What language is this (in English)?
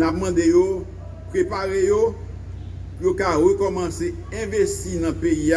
Haitian Creole